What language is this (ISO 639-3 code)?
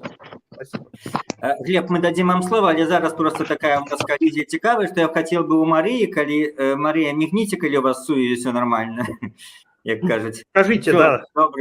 bel